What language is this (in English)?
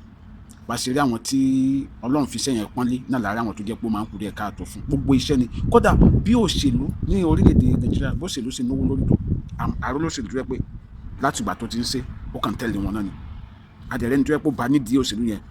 Yoruba